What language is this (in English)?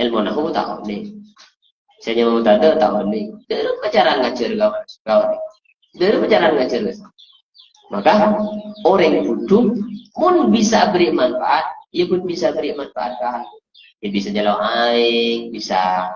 Madurese